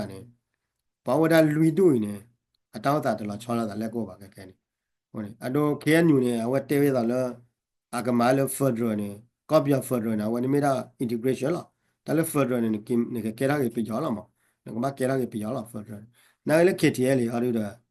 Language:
S'gaw Karen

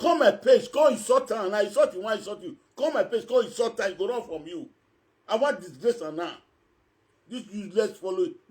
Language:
Nigerian Pidgin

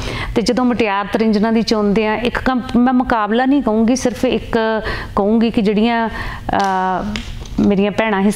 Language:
Punjabi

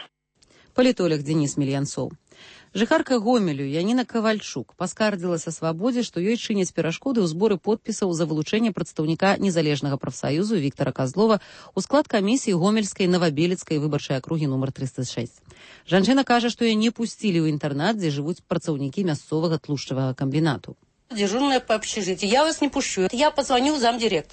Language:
Belarusian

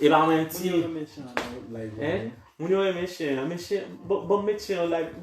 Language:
Haitian Creole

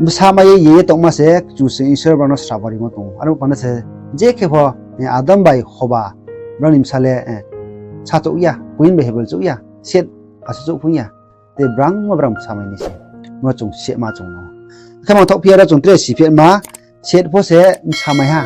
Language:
Riang (India)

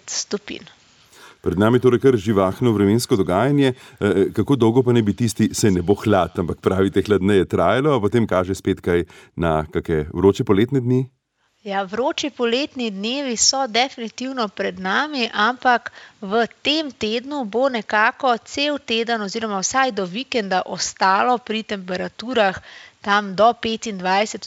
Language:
Slovenian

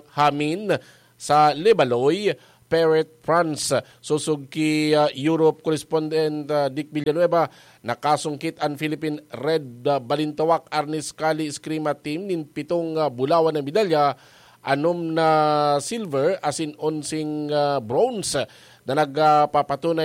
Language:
Bikol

